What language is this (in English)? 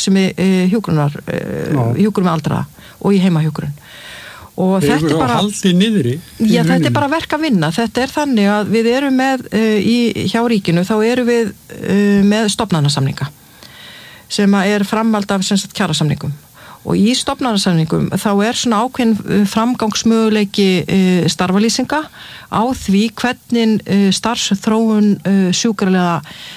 Icelandic